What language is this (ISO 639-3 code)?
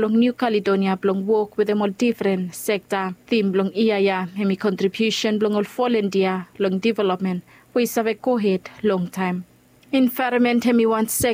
bis